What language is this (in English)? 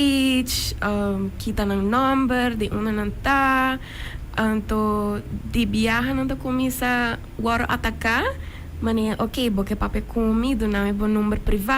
Papiamento